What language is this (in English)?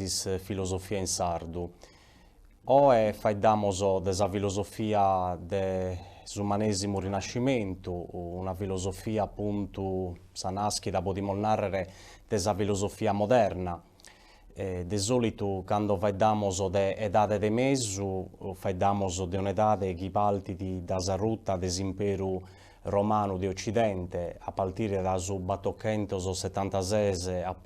Sardinian